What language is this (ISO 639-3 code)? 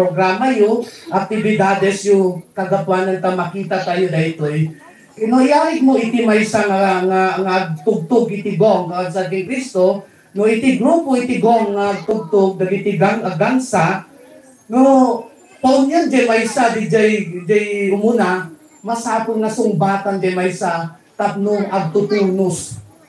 ilo